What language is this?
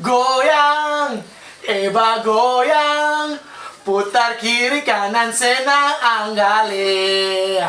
Ambonese Malay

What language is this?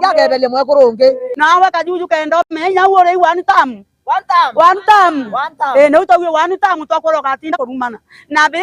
Meru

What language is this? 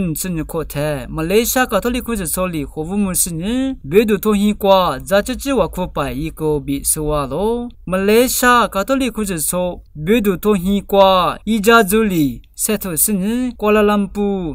Lisu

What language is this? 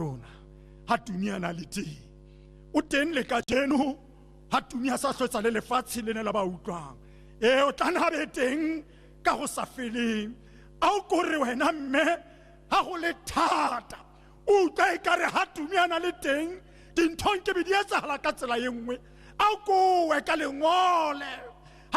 Tswana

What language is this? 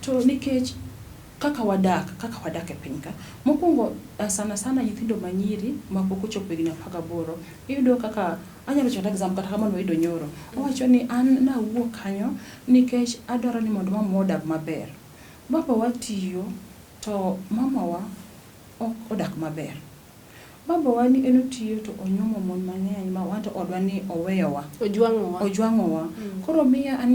Luo (Kenya and Tanzania)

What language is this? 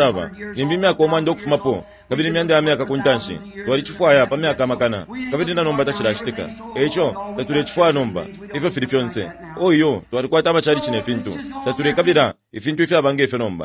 Bemba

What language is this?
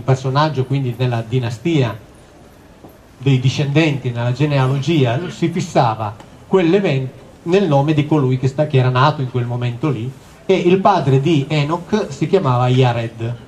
Italian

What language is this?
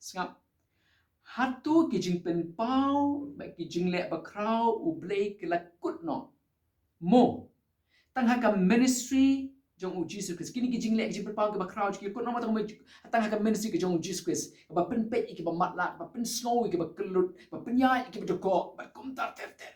Khasi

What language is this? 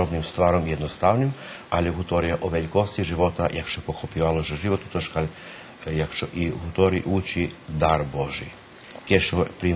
Rusyn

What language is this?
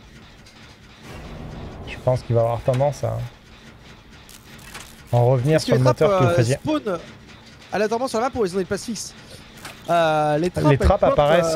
French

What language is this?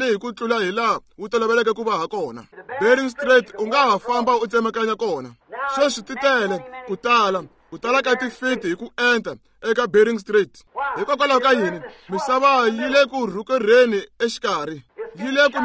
Tsonga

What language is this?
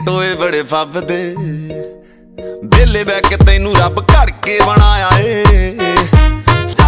Punjabi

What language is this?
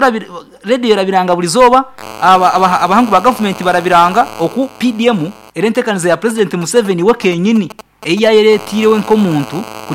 Nyankole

